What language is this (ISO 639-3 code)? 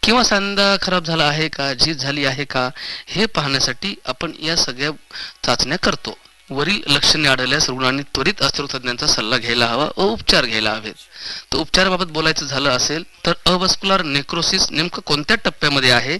mar